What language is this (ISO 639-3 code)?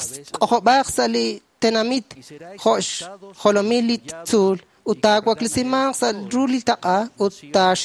kek